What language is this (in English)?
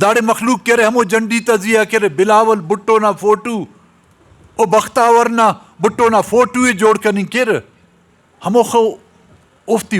Brahui